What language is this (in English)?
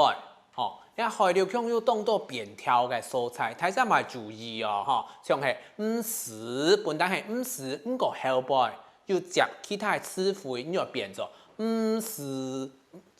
Hakka Chinese